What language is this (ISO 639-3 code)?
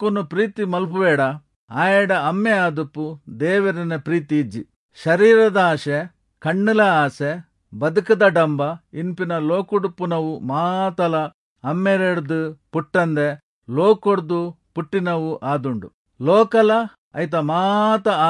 tcy